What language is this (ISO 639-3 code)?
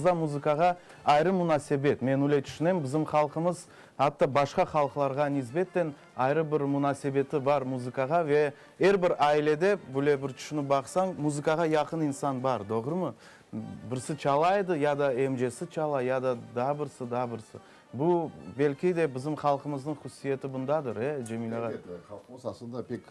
crh